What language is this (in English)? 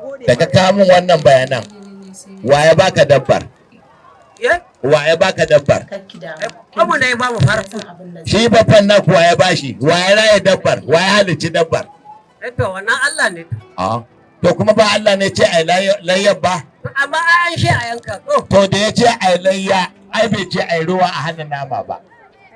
Hausa